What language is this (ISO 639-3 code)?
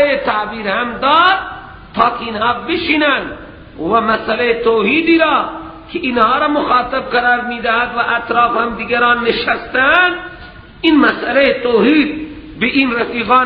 fas